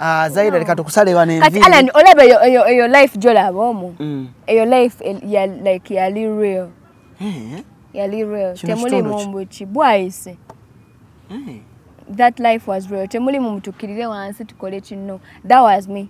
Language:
Ganda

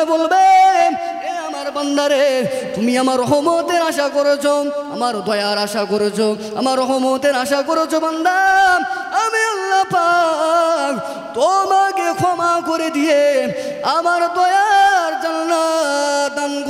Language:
Bangla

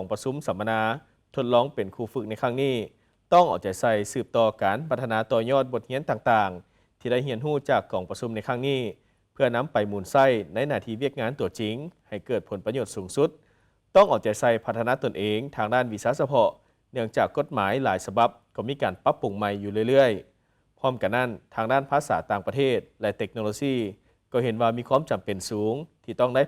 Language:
Lao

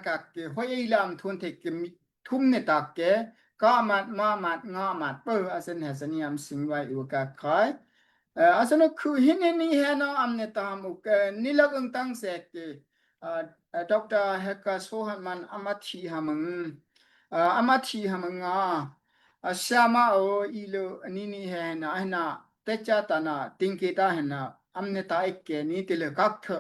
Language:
Daai Chin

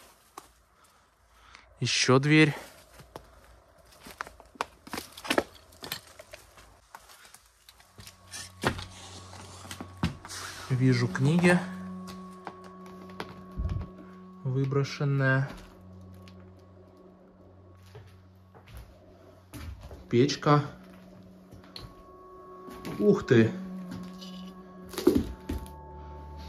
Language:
Russian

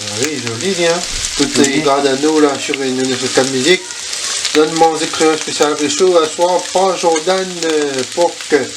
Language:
Réunion Creole French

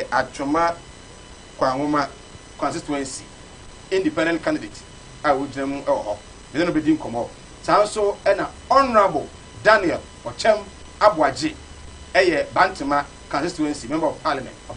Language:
Akan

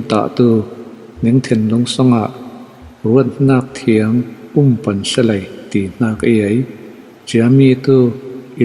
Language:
Falam Chin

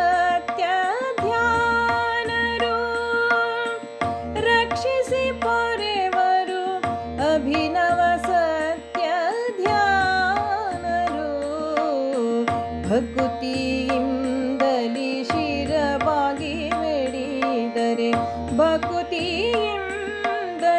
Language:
Kannada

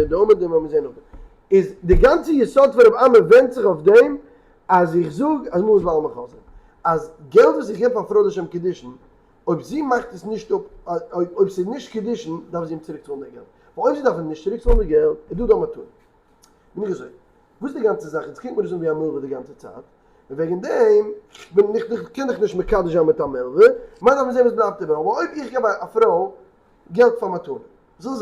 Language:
Yiddish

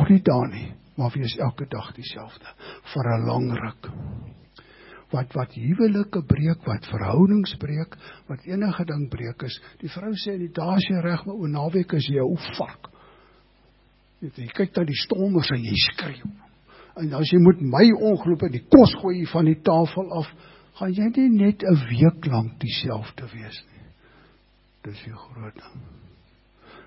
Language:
Afrikaans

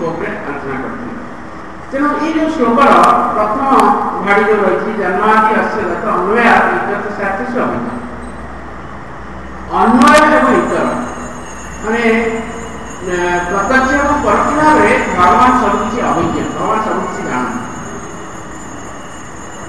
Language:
Odia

